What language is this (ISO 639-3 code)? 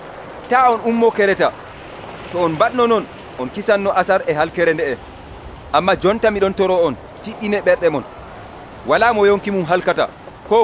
fuv